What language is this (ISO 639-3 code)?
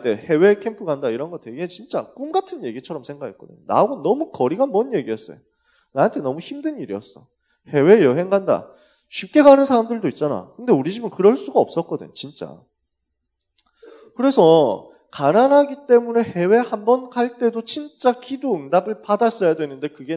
kor